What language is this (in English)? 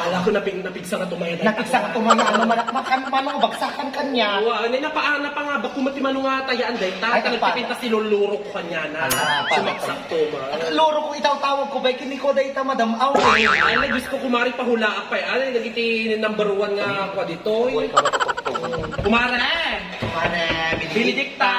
Iloko